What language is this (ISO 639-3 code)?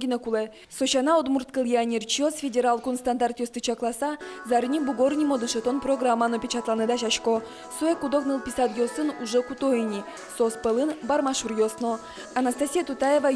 udm